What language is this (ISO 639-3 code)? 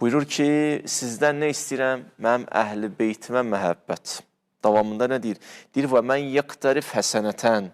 aze